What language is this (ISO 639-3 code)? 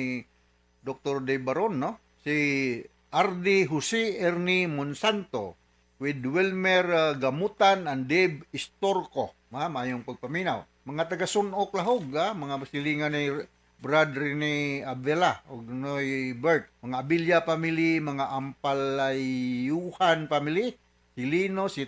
ceb